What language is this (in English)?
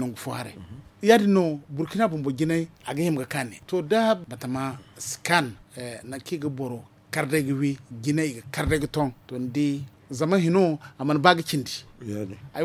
Zarma